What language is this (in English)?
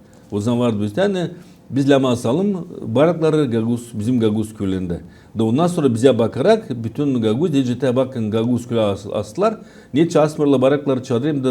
Gagauz